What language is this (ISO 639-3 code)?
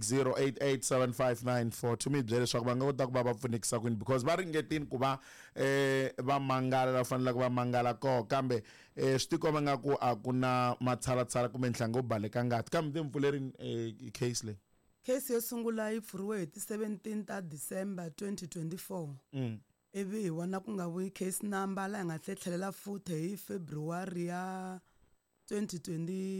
tso